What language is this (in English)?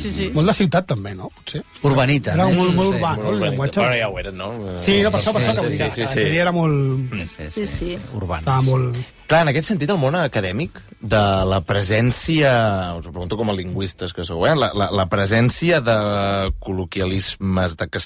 Catalan